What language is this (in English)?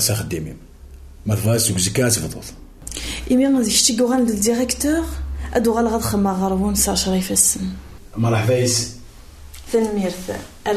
Kabyle